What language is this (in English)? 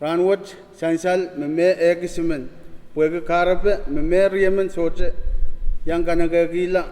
Pohnpeian